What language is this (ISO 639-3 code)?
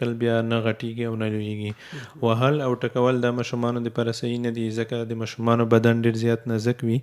pus